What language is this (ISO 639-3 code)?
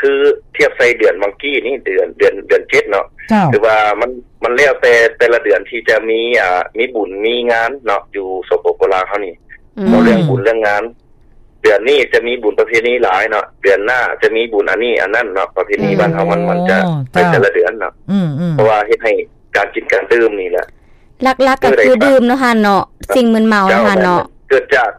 lao